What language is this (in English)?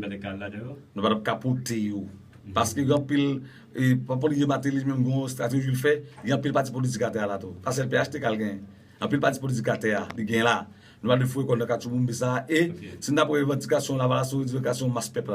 Haitian Creole